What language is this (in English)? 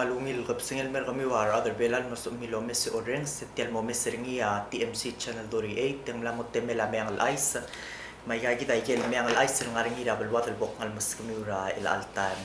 Palauan